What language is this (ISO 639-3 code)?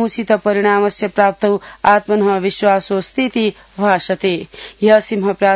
san